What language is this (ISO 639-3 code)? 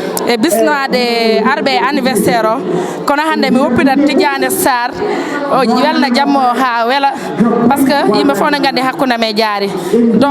ful